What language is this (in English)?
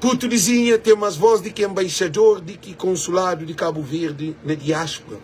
Kabuverdianu